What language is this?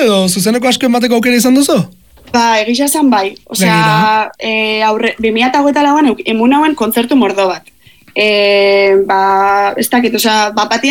Basque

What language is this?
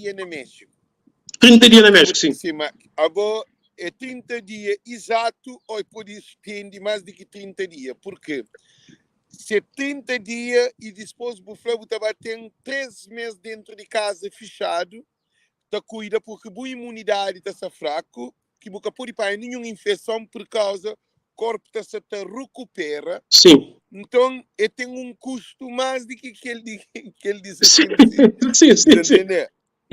Kabuverdianu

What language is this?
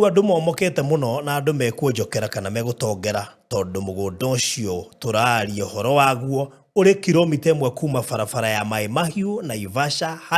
Kikuyu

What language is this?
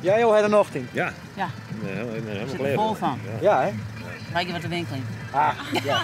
Western Frisian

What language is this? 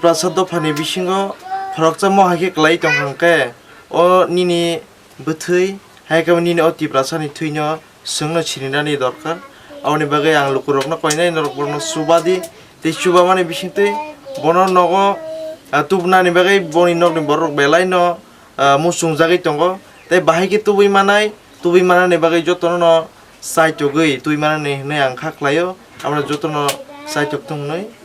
Kok Borok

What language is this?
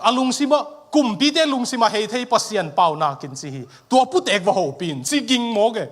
Tedim Chin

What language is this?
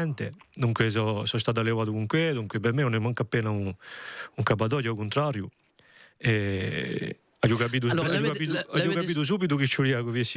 Corsican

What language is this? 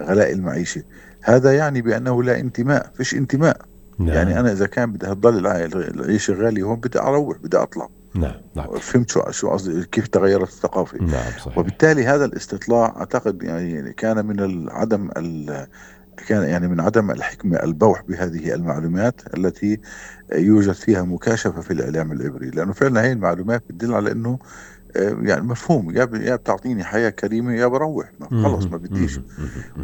North Levantine Arabic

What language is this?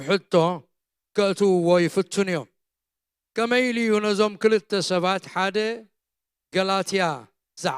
Tigrinya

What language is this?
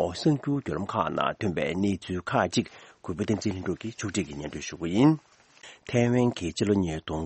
Tibetan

